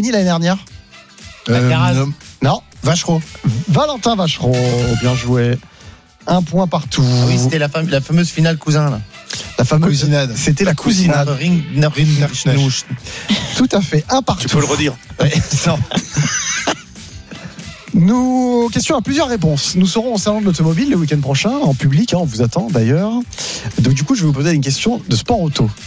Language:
French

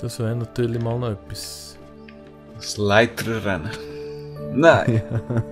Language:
Swiss German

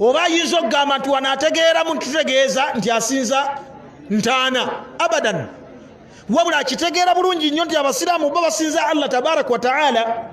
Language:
Ganda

